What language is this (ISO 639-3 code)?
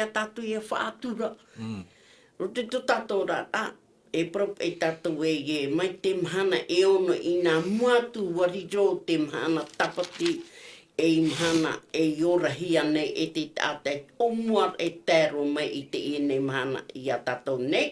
tah